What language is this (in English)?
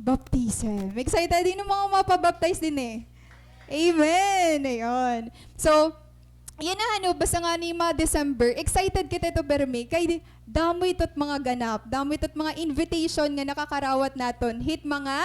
Waray